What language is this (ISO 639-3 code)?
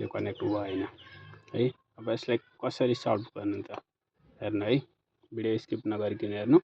nep